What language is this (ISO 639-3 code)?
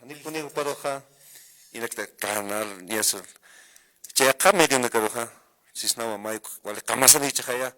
aym